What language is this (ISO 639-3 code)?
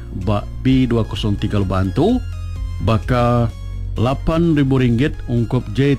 iba